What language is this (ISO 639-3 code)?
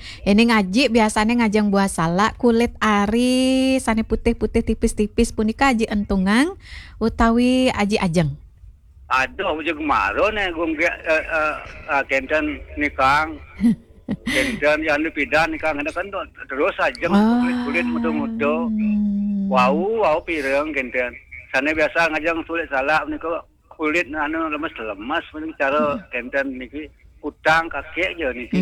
ban